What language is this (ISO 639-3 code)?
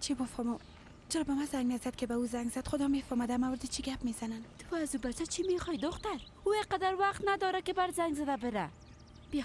fas